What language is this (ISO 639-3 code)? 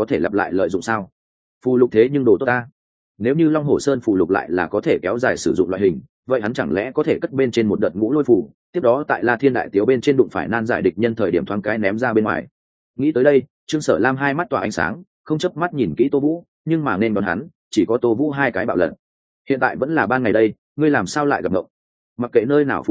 vie